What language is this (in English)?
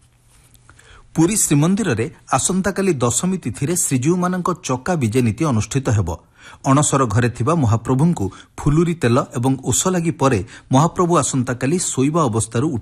Odia